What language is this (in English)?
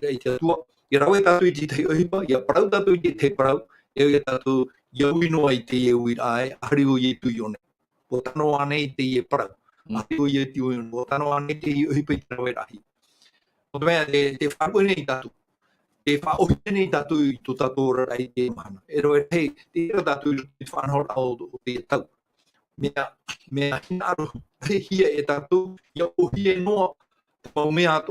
Tahitian